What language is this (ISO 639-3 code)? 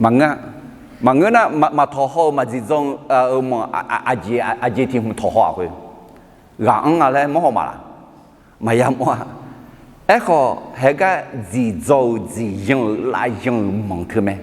ahk